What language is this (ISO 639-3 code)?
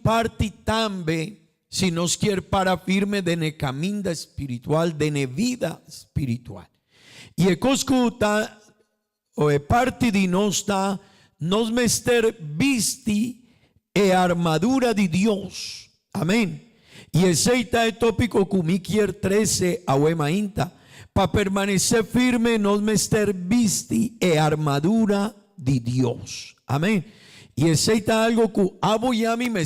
pap